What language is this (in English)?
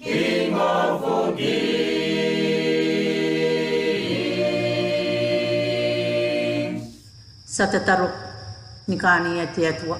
Gilbertese